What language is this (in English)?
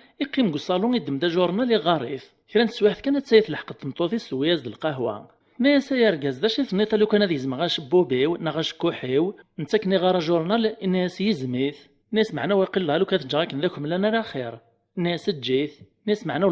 Kabyle